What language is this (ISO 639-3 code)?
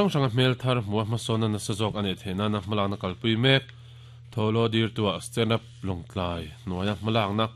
lus